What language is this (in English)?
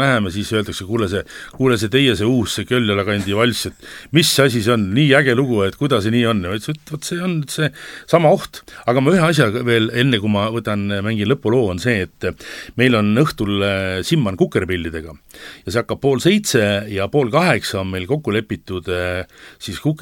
Estonian